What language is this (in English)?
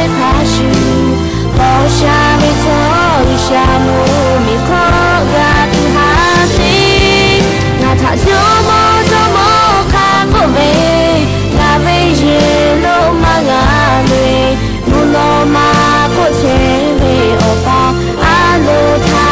Lahu